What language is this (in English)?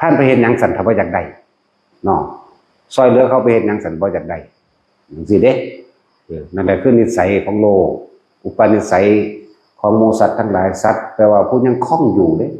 Northeastern Thai